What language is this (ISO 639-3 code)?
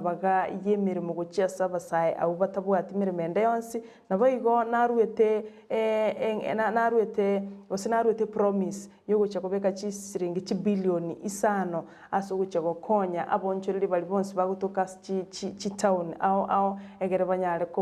guz